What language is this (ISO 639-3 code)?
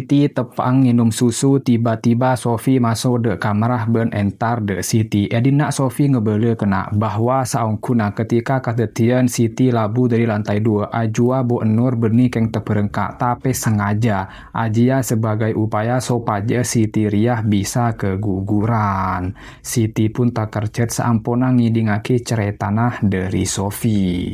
mad